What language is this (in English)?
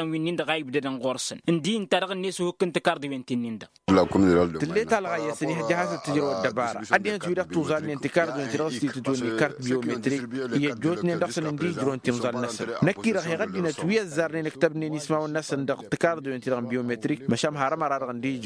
Tamasheq